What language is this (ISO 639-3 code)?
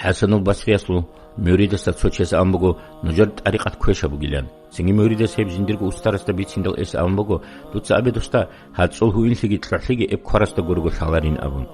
ava